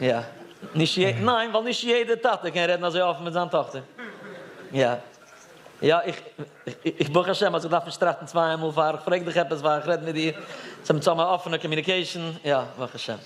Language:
Yiddish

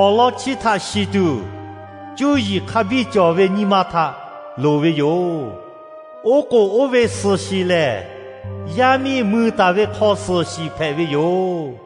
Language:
Lahu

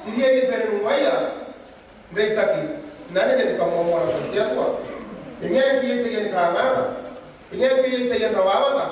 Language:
Gilbertese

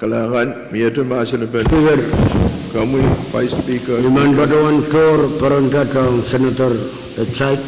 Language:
Pohnpeian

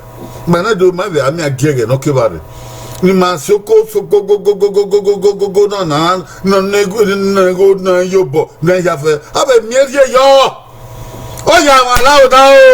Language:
Bini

